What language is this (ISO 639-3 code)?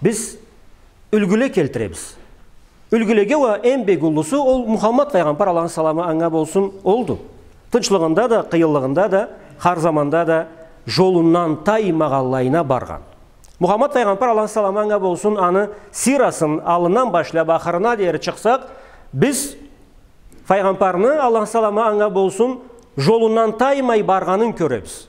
krc